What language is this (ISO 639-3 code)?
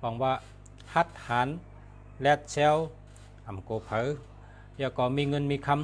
shn